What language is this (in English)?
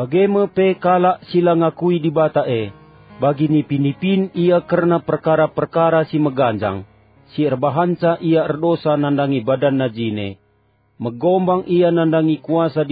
Batak Karo